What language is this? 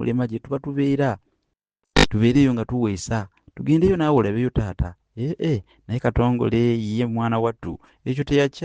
Ganda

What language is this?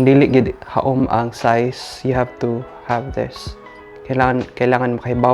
Cebuano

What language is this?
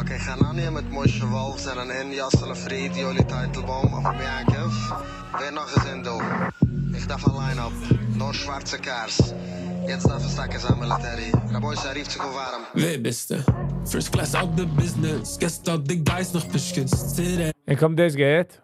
Yiddish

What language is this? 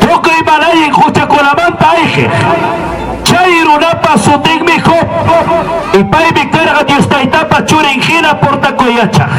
Ayacucho Quechua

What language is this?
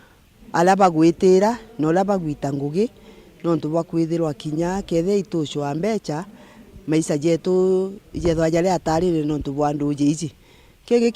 Meru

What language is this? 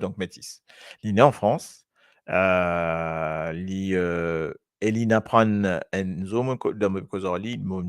Morisyen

